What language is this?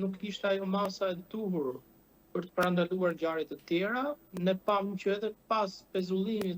Albanian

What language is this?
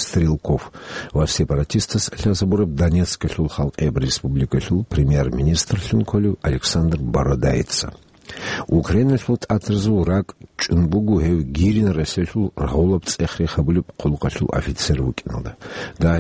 Avaric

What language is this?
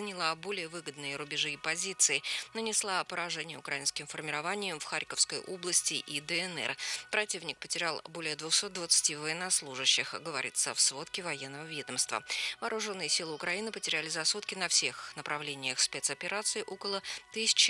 Russian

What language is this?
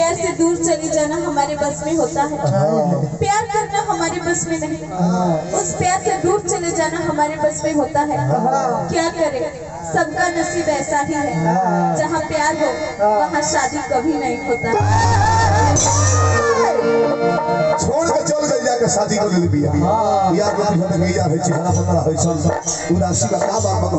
Bhojpuri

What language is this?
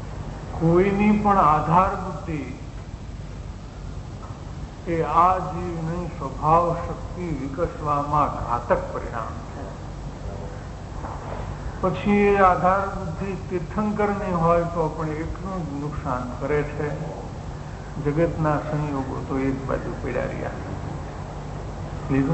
Gujarati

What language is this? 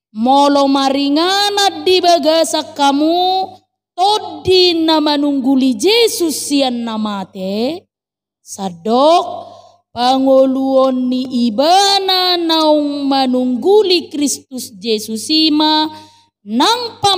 Batak Toba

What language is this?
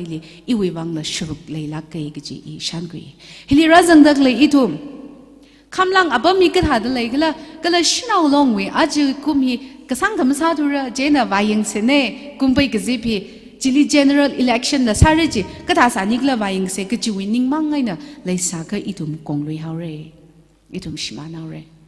Tangkhul Naga (India)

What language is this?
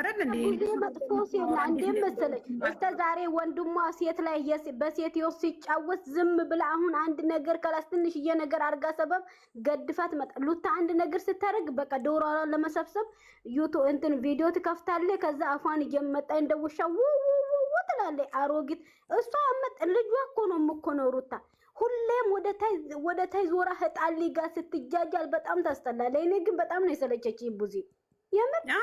Amharic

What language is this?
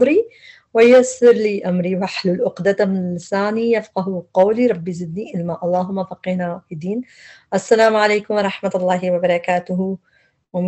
Urdu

